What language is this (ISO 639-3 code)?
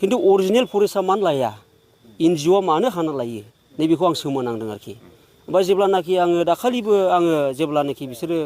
brx